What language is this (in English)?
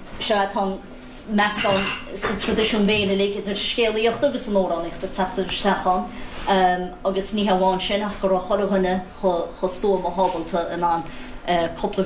Irish